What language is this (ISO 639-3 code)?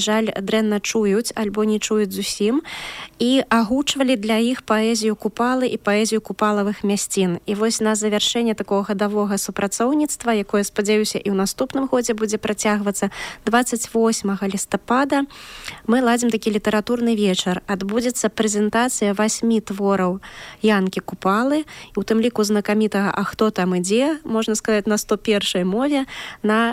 bel